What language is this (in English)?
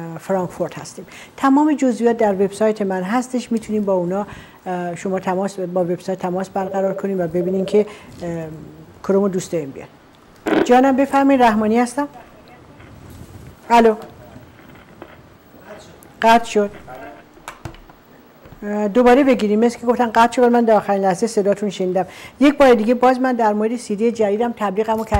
Persian